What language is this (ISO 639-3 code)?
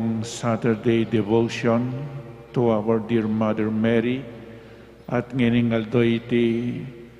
pam